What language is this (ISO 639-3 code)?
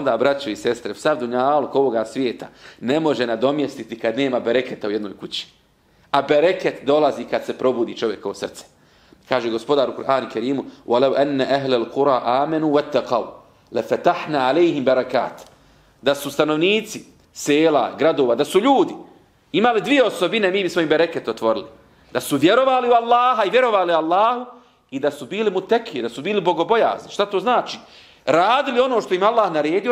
bos